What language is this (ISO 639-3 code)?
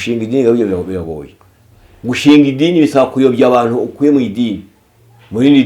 kin